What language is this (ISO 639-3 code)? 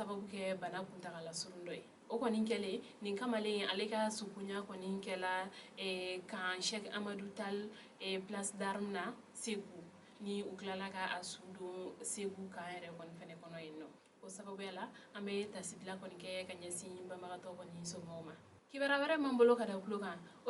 bam